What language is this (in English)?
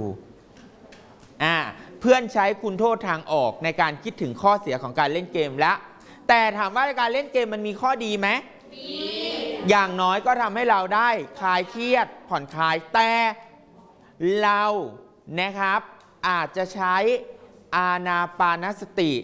Thai